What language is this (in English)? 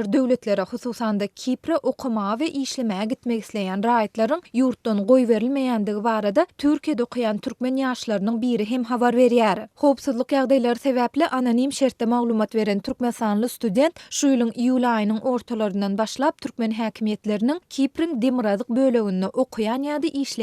Turkmen